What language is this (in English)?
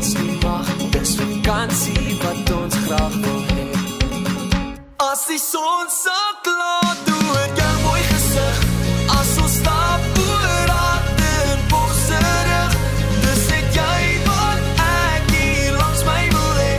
Afrikaans